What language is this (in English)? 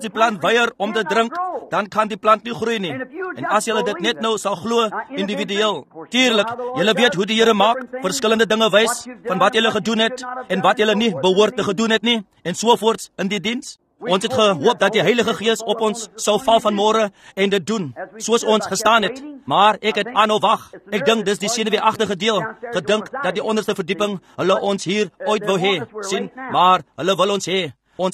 Afrikaans